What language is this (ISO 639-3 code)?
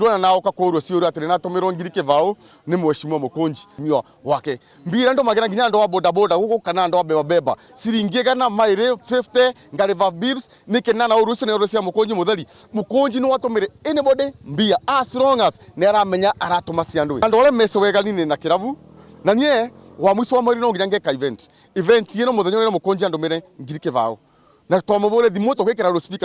mer